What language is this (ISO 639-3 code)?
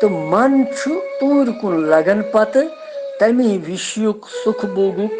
kas